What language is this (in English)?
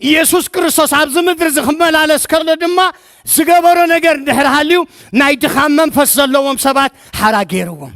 Tigrinya